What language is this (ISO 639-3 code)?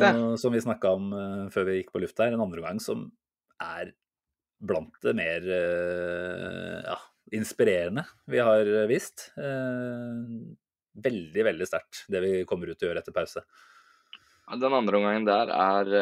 nor